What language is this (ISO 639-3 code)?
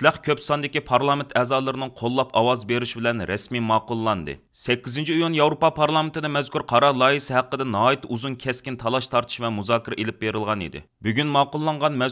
uig